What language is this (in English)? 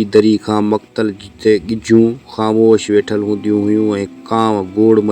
Sindhi